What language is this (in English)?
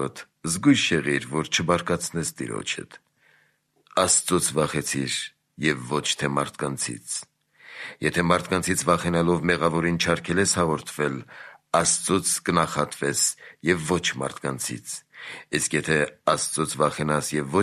Armenian